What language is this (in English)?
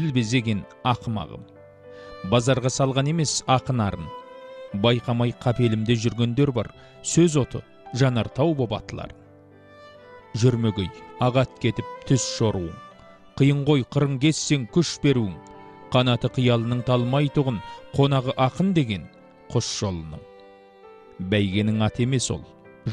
Kazakh